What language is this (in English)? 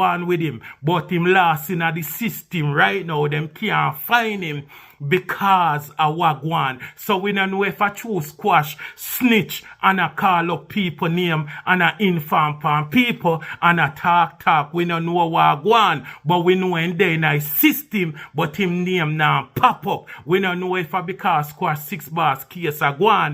Jamaican Creole English